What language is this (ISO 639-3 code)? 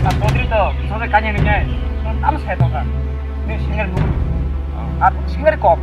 trp